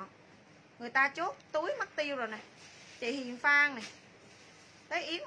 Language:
Vietnamese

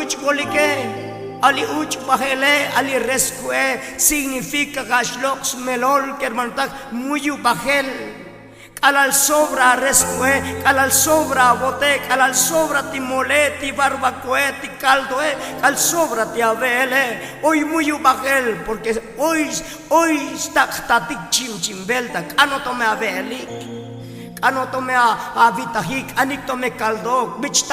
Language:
Tzotzil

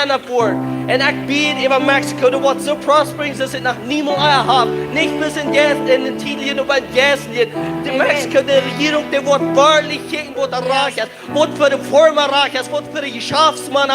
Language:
Plautdietsch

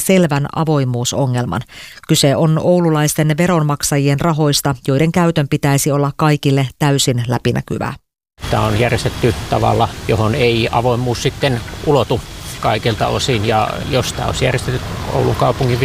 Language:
Finnish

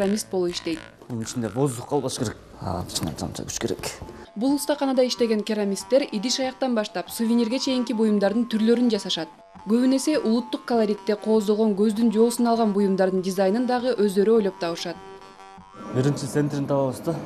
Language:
Kyrgyz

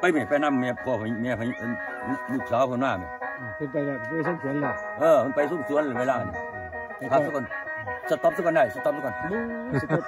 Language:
Northeastern Thai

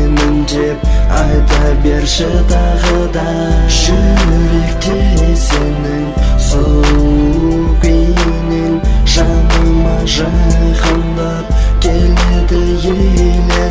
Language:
Kazakh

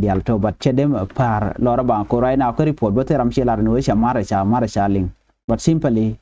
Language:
Nuer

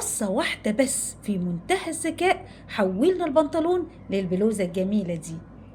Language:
Egyptian Arabic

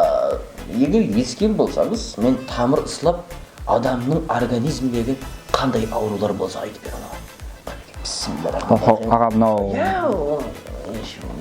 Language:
Kara-Kalpak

